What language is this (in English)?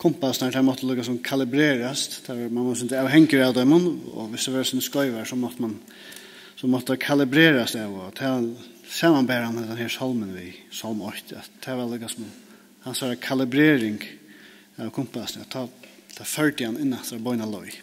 Faroese